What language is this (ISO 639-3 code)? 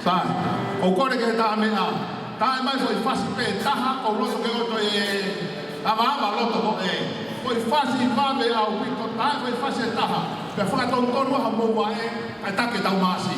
ton